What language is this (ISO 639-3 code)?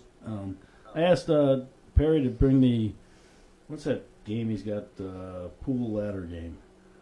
eng